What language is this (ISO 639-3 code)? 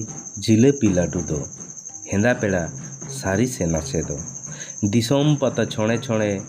sat